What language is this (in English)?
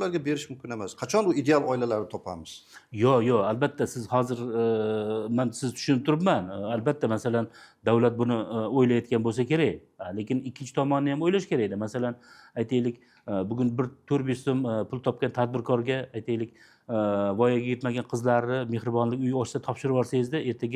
Uzbek